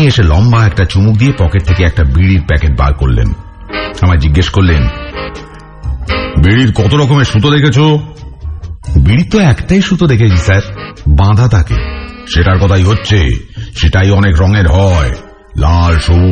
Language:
Bangla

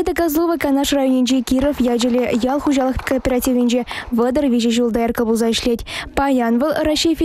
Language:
Chuvash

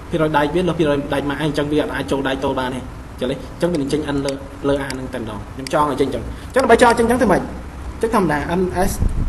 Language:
Khmer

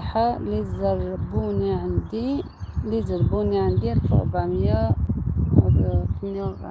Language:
Algerian Arabic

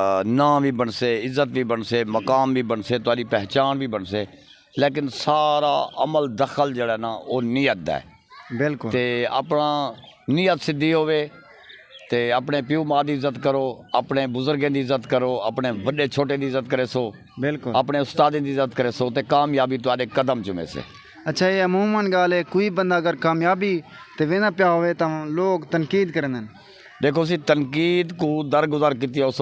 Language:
Saraiki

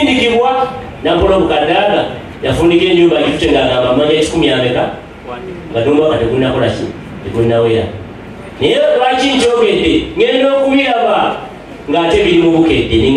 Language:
Ganda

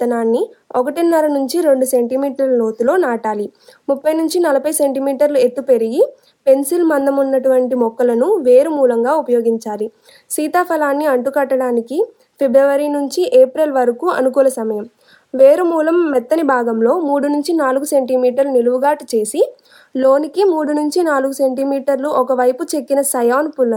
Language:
Telugu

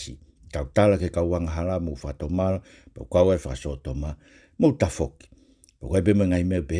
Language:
Tongan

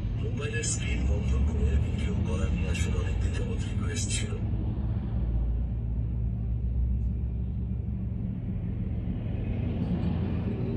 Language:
Bangla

